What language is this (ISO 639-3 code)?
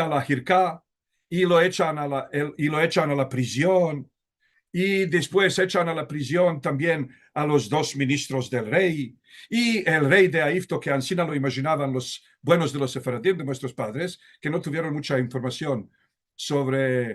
lad